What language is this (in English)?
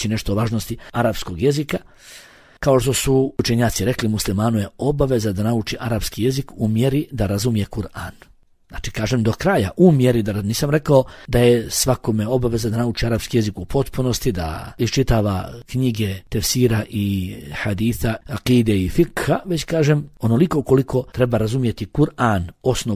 Bosnian